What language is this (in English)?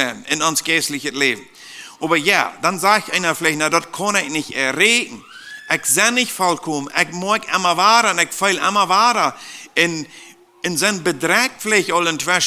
Plautdietsch